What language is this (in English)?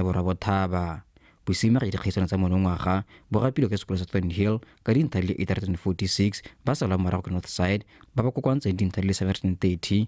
Tswana